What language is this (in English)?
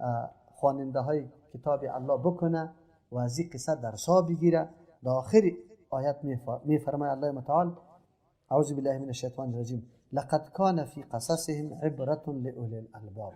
Persian